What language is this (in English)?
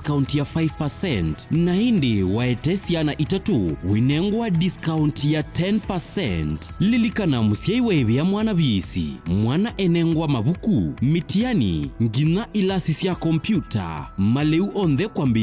Kamba